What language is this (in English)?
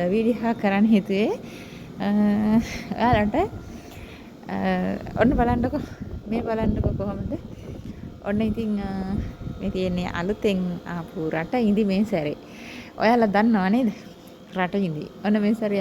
Sinhala